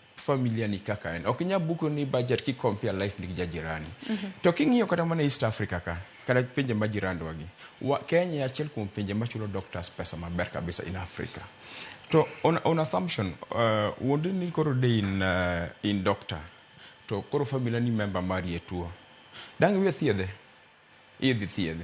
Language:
Luo (Kenya and Tanzania)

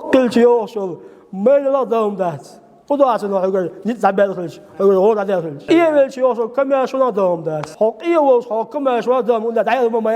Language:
Chechen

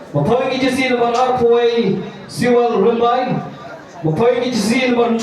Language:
Khasi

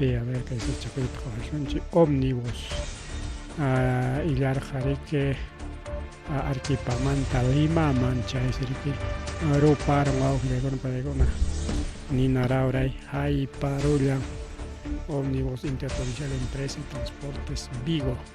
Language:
Ayacucho Quechua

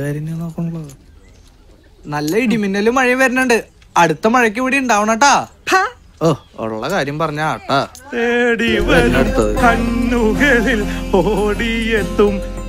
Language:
Malayalam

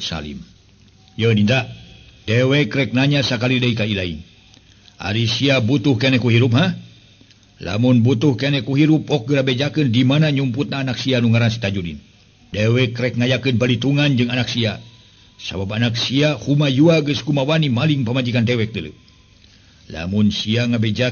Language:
Sundanese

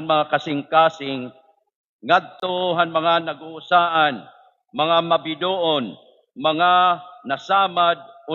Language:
Waray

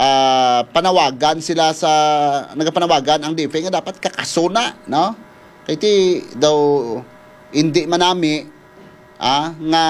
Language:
Hiligaynon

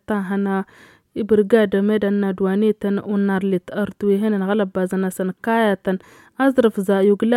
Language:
Tamasheq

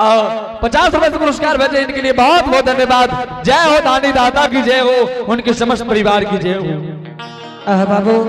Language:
Angika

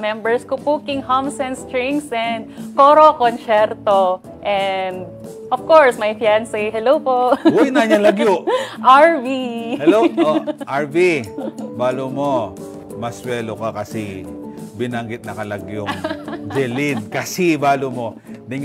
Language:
Pampanga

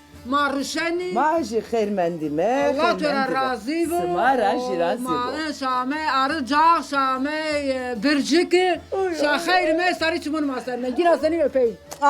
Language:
Zaza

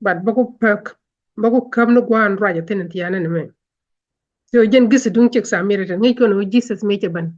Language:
Nuer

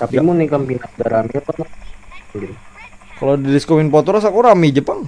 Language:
Banjar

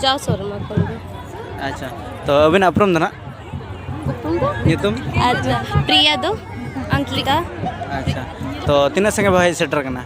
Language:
Santali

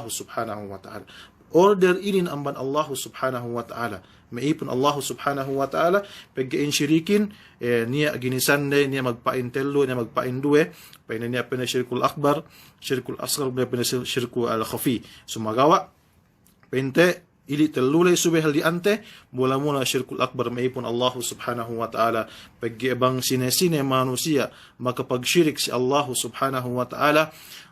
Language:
Yakan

